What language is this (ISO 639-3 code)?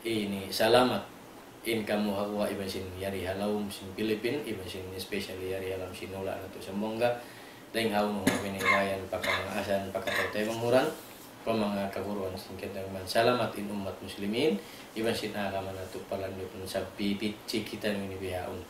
tsg